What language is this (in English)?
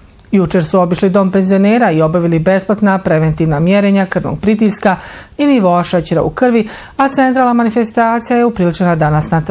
Bosnian